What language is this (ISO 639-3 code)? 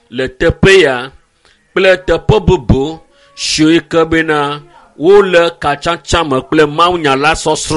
ewe